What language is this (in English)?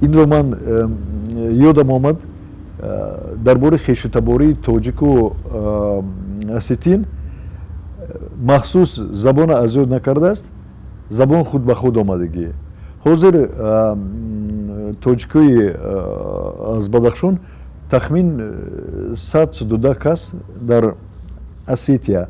Tajik